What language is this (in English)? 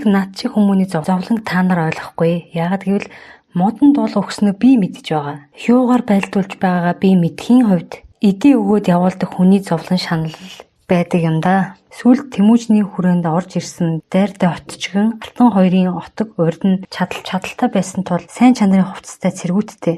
Mongolian